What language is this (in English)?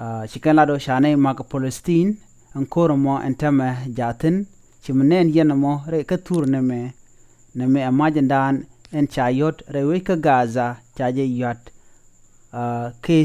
Nuer